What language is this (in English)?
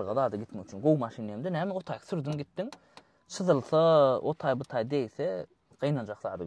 Turkmen